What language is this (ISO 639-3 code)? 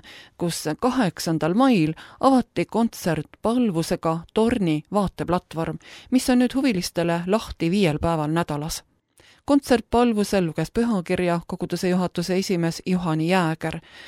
est